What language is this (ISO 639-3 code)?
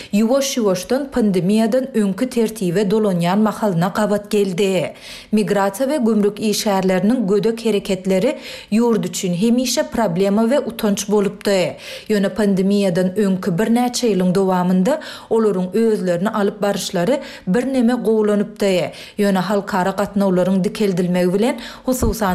tuk